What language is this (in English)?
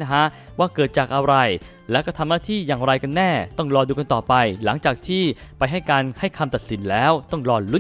Thai